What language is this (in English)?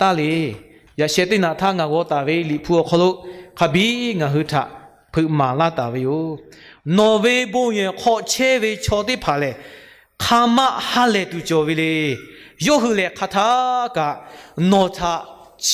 Lahu